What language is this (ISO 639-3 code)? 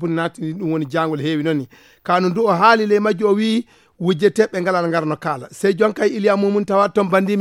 ful